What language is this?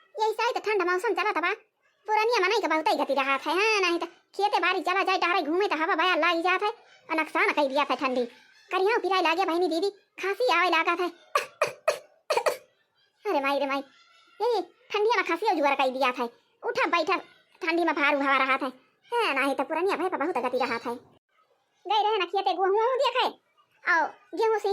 Awadhi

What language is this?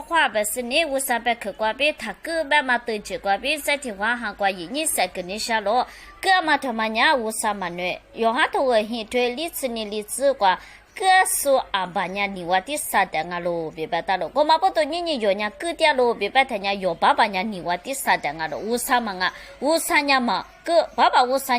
Lisu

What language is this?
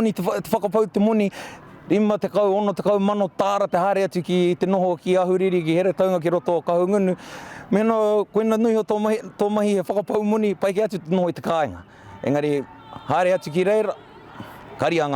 Māori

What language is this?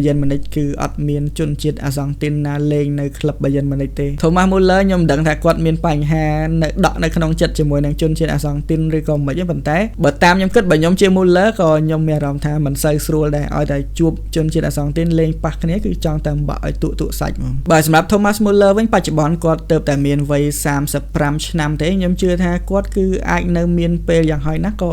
Khmer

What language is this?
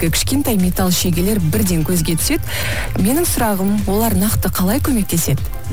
Kazakh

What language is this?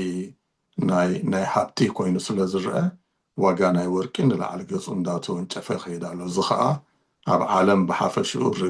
Tigrinya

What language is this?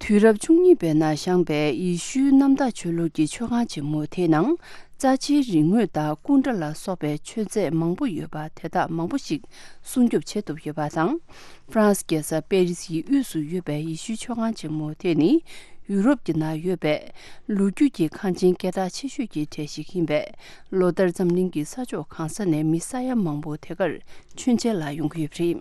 Tibetan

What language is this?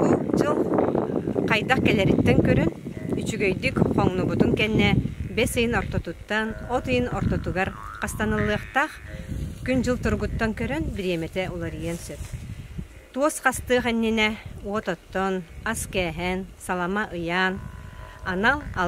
Yakut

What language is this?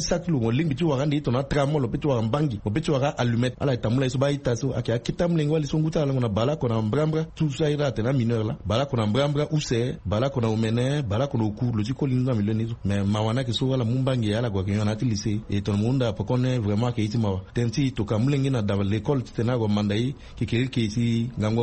Sango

